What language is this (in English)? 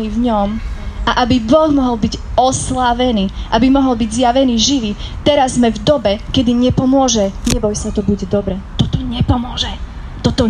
Slovak